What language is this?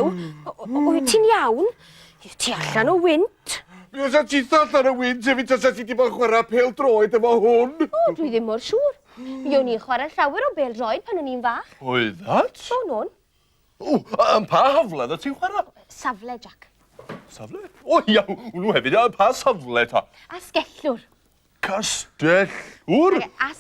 Welsh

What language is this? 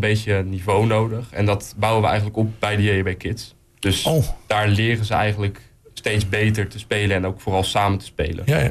Dutch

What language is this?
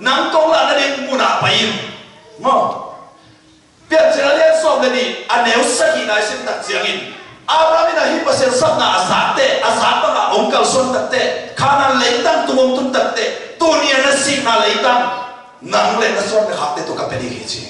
Tedim Chin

